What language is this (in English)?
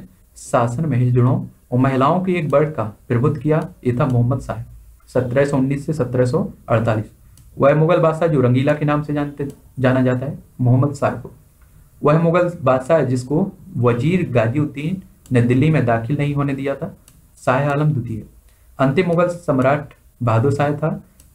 Hindi